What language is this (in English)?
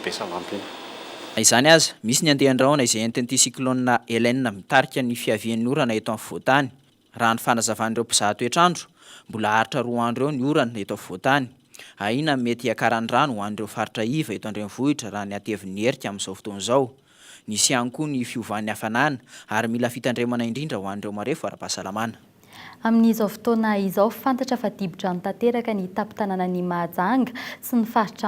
Malagasy